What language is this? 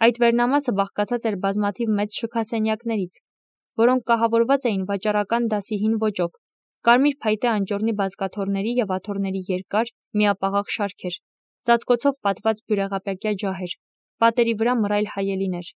Armenian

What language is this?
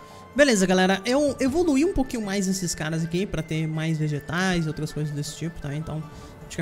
Portuguese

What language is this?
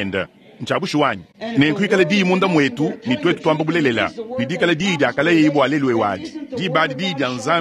Luba-Lulua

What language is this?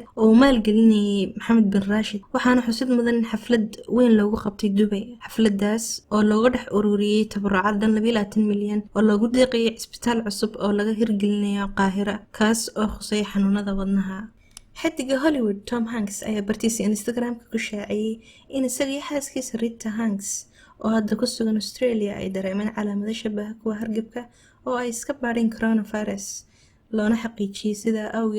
Somali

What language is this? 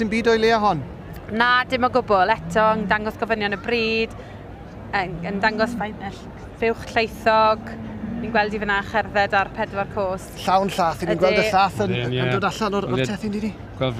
Welsh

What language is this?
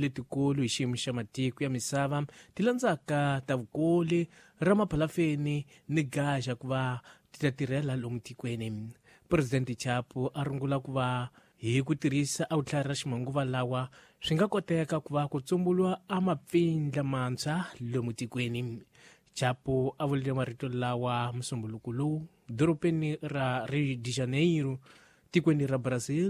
Tsonga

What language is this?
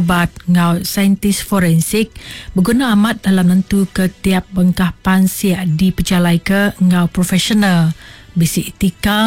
Iban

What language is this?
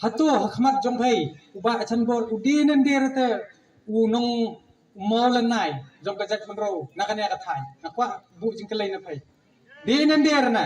Khasi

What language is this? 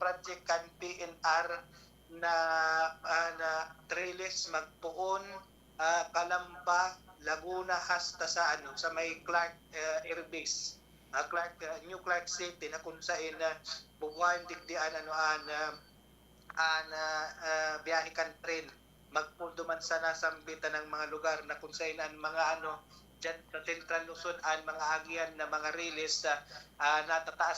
Bikol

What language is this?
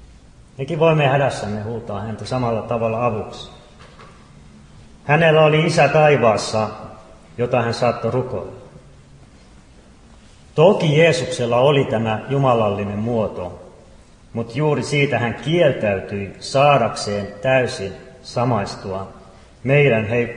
Finnish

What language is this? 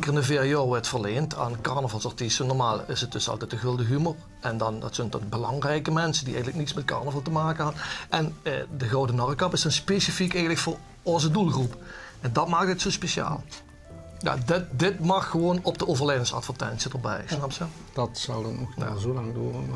Limburgish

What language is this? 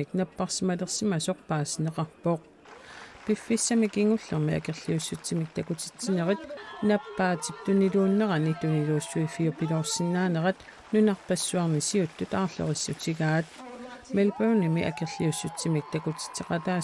Kalaallisut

